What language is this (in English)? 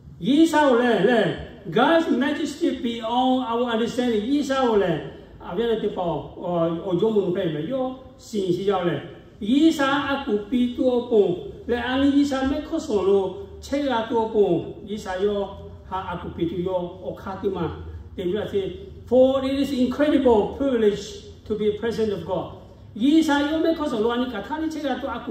Lahu